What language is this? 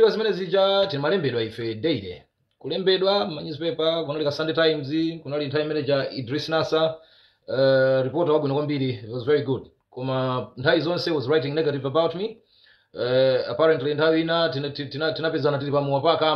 Nyanja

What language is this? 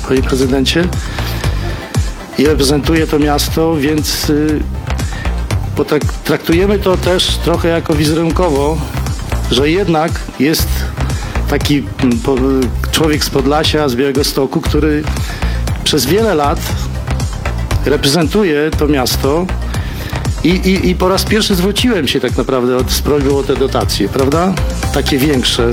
Polish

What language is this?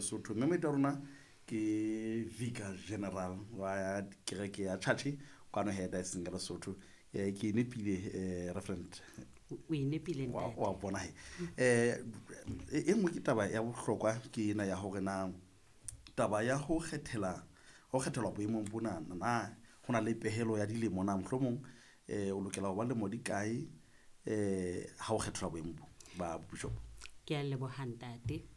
Southern Sotho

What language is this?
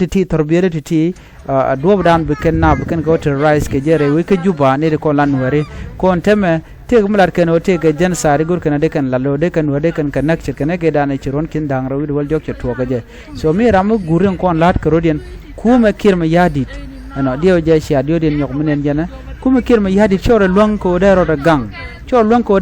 Nuer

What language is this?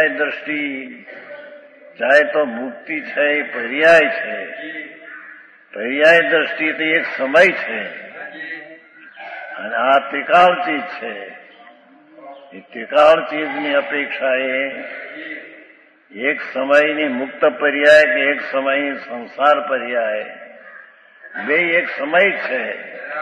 Gujarati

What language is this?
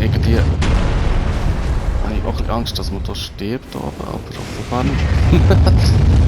Swiss German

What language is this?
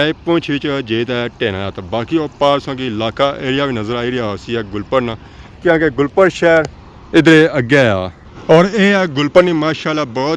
Pahari-Potwari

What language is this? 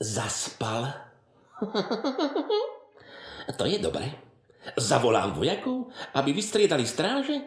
Slovak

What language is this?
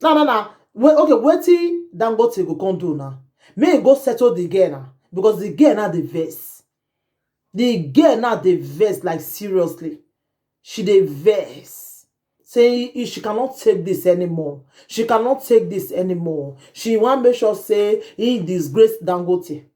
Nigerian Pidgin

